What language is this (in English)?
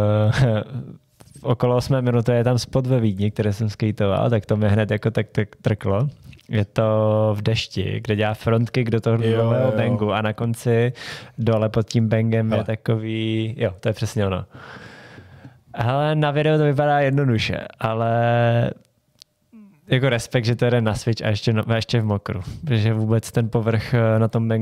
Czech